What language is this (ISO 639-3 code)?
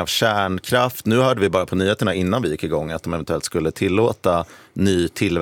swe